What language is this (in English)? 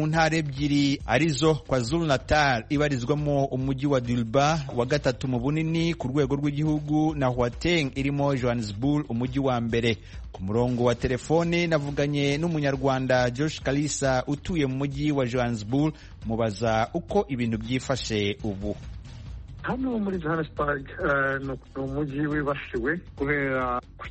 Kinyarwanda